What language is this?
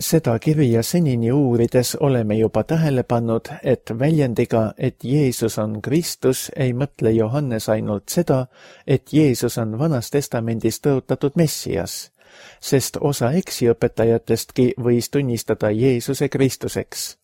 Estonian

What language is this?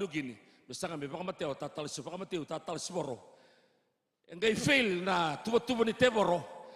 Fijian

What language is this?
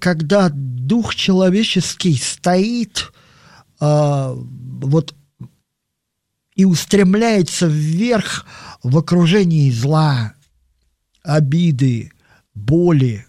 Russian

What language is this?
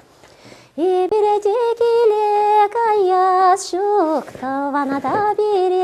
Chuvash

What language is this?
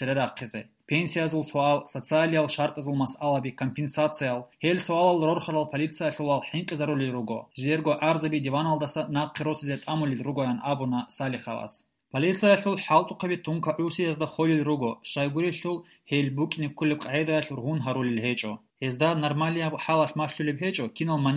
Avaric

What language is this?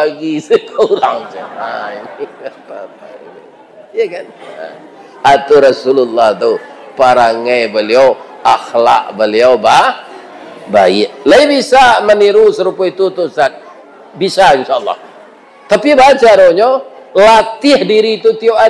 Minangkabau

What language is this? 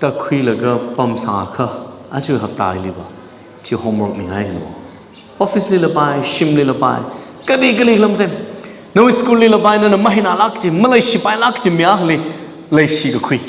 Tangkhul Naga (India)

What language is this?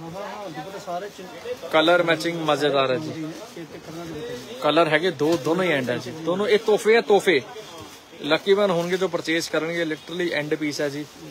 Punjabi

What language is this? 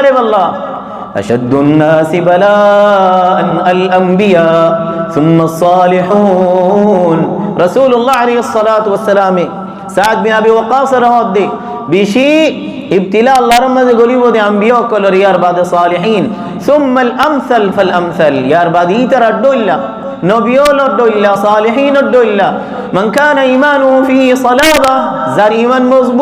Rohingya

